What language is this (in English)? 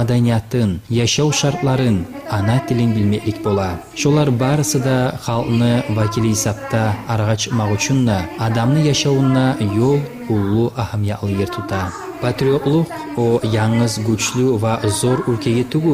Kumyk